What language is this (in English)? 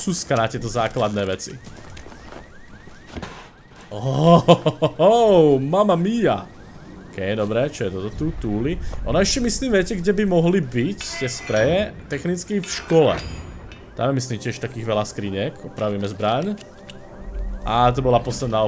Slovak